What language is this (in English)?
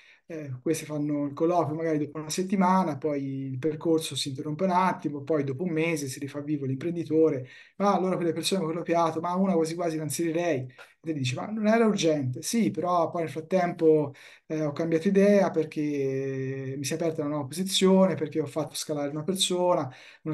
Italian